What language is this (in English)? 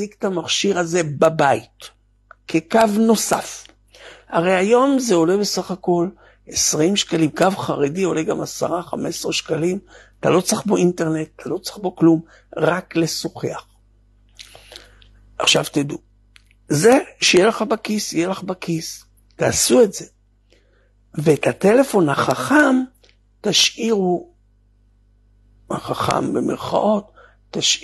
Hebrew